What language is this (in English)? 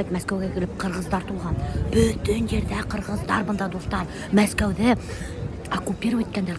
Bashkir